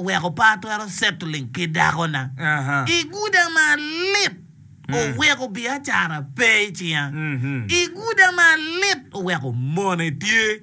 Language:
Acoli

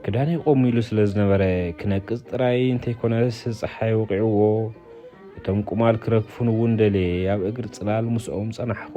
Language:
Tigrinya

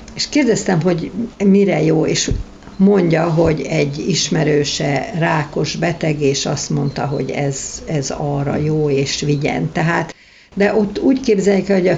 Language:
Hungarian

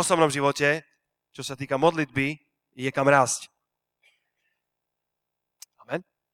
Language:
Slovak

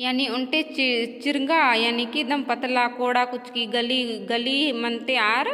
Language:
Kurukh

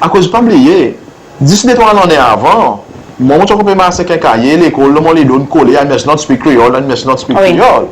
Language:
Seselwa Creole French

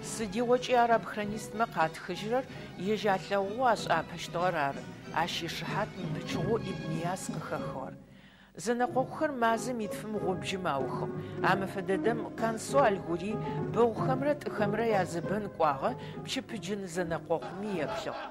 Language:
Adyghe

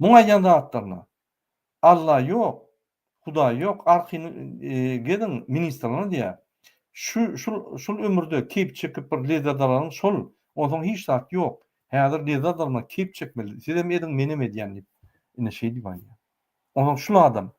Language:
Turkmen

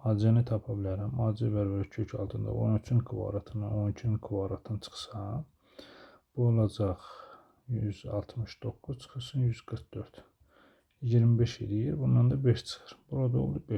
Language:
Azerbaijani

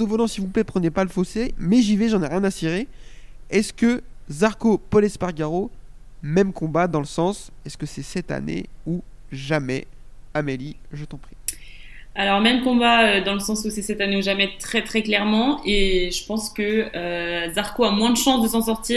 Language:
French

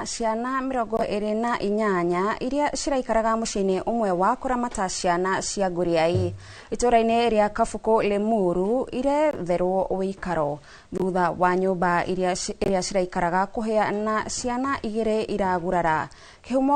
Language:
Kikuyu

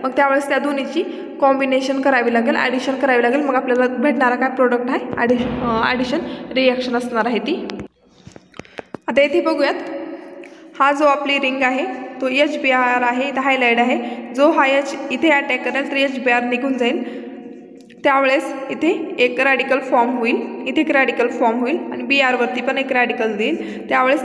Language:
Marathi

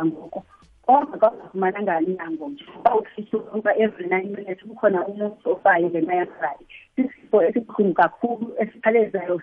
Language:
Xhosa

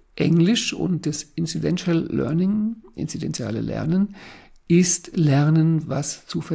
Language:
German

